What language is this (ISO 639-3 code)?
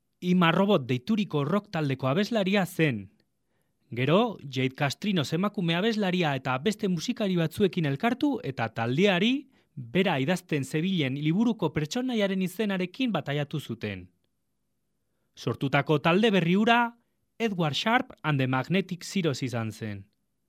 eus